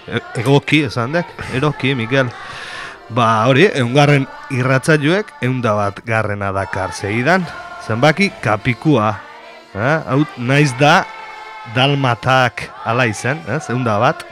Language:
Basque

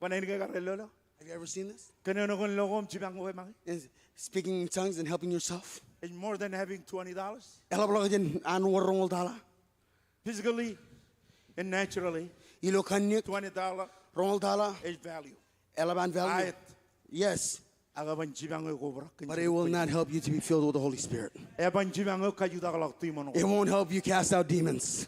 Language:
Marshallese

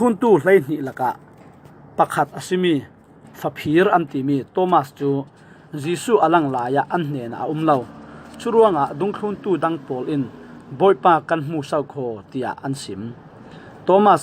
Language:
Falam Chin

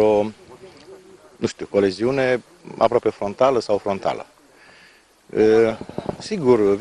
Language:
Romanian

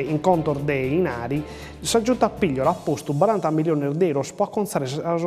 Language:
Sardinian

